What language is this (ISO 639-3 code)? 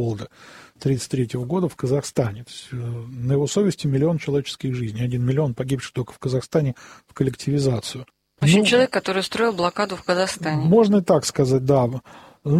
rus